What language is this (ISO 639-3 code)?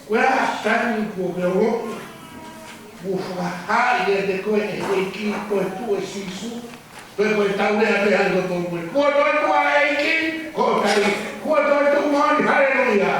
ton